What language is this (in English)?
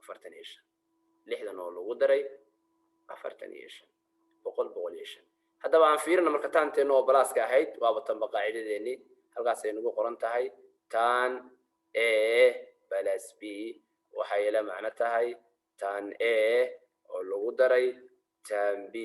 Somali